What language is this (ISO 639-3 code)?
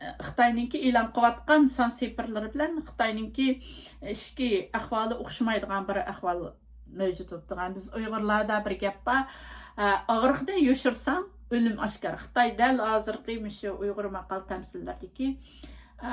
uig